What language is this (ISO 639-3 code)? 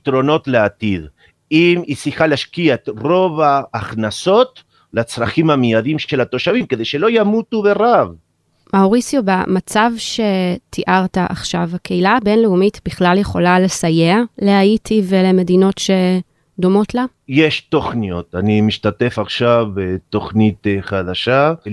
heb